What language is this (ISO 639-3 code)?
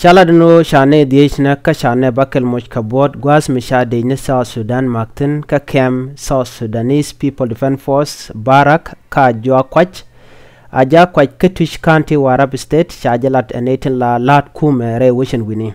nus